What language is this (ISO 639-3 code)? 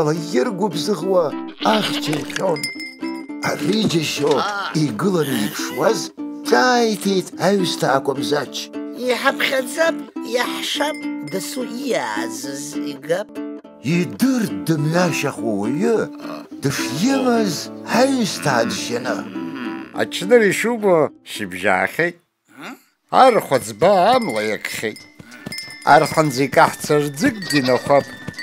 abk